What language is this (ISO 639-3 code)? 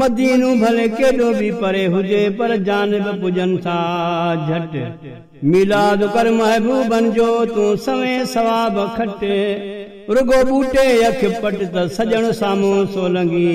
snd